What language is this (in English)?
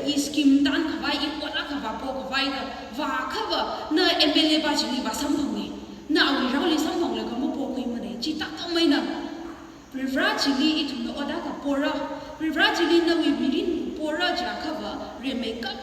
Tangkhul Naga (India)